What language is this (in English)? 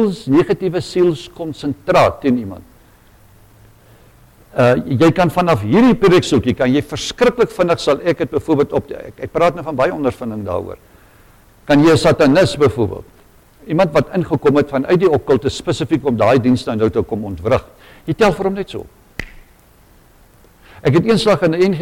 Afrikaans